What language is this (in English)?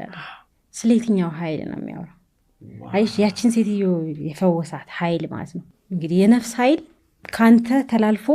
Amharic